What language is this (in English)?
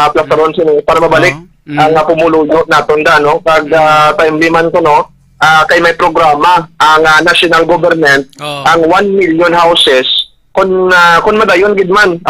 Hiligaynon